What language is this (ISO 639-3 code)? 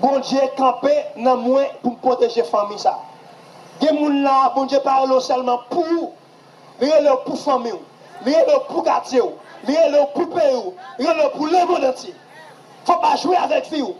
hat